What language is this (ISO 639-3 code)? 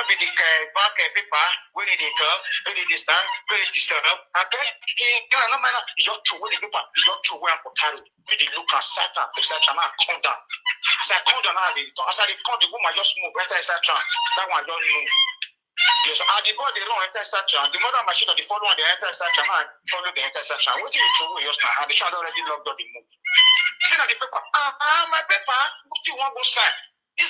pcm